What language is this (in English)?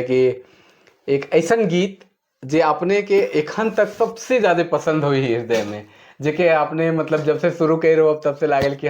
Sadri